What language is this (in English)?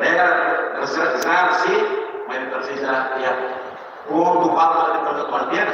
Tetum